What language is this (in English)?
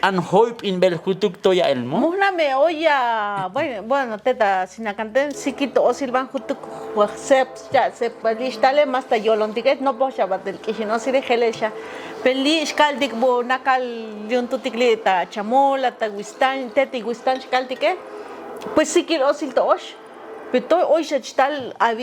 Tzotzil